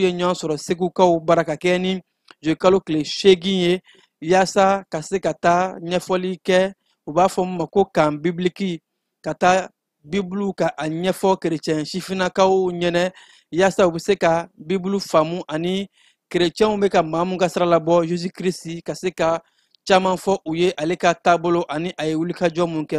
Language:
Bambara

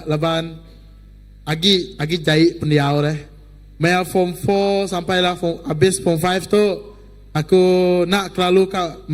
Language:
Iban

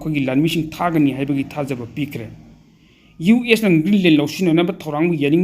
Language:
Manipuri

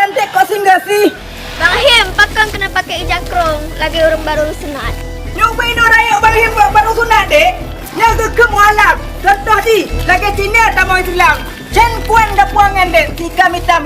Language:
Achinese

